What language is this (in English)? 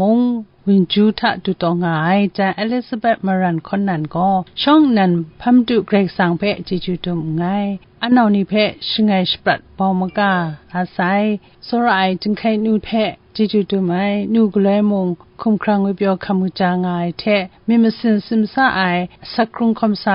Kachin